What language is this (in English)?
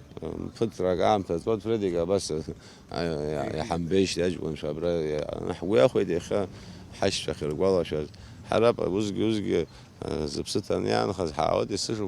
Abkhazian